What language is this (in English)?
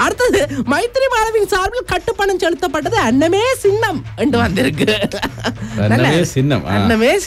Tamil